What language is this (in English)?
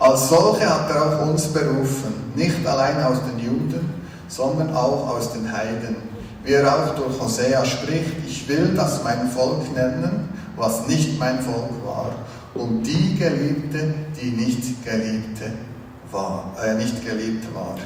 Swiss German